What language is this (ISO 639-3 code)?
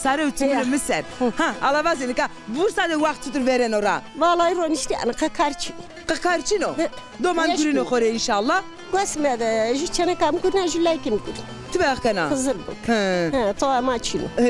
zza